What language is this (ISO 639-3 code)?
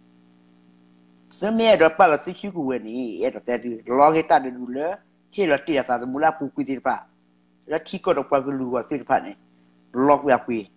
ksw